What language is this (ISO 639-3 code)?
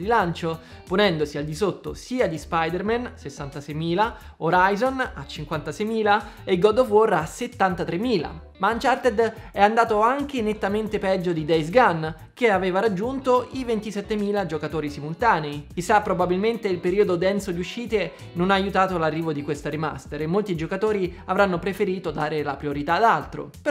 ita